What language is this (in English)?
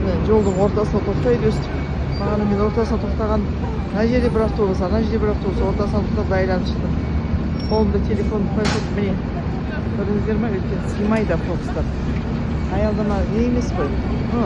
Kazakh